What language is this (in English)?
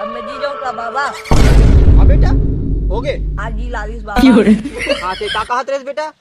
Chhattisgarhi